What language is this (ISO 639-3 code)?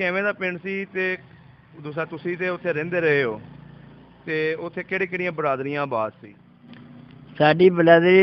pan